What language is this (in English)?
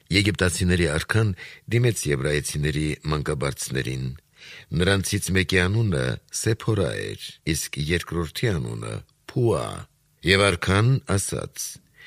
Armenian